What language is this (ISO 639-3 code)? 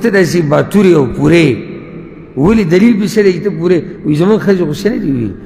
pus